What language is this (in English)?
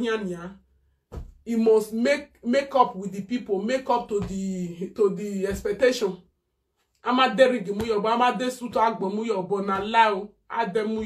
Nigerian Pidgin